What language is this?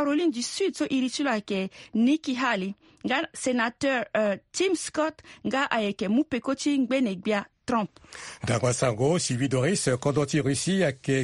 Sango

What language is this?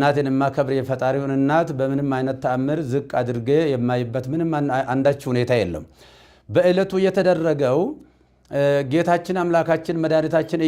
Amharic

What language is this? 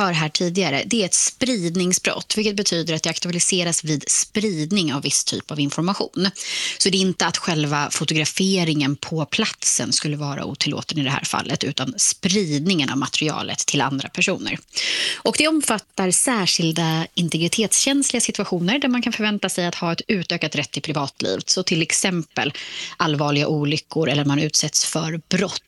Swedish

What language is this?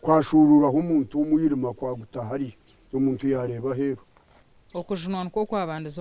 Nyankole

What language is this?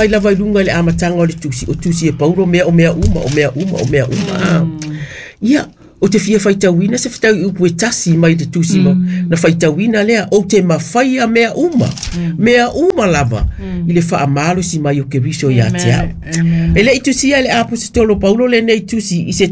Samoan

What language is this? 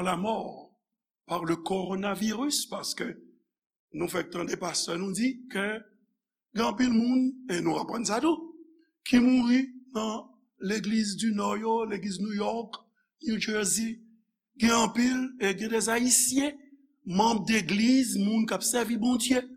Haitian Creole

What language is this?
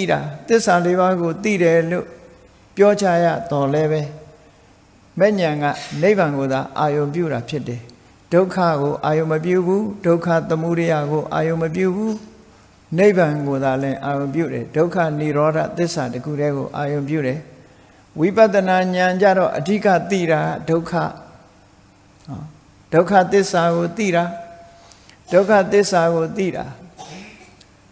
Burmese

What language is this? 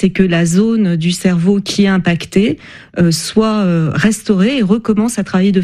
French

